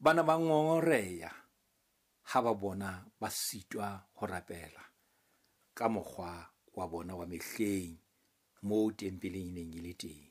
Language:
Southern Sotho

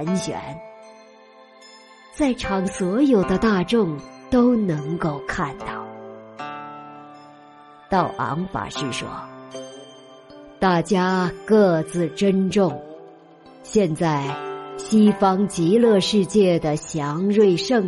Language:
Chinese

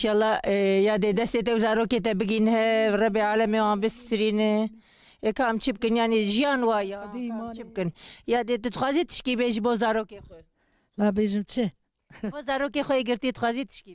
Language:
Kurdish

